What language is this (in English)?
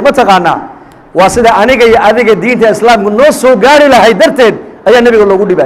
Somali